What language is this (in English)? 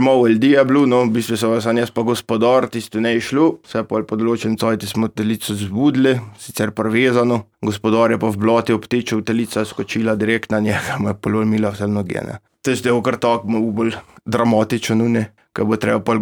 Slovenian